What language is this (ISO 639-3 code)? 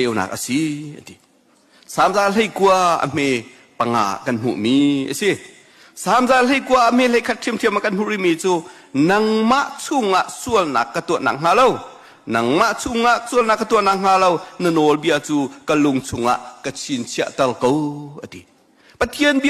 cnh